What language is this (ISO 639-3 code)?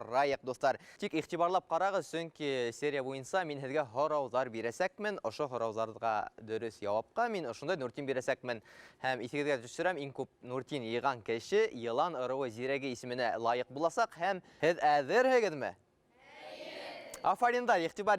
bak